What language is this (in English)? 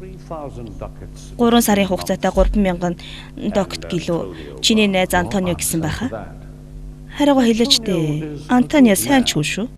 Mongolian